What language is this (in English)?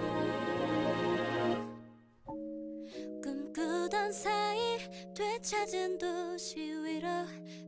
Korean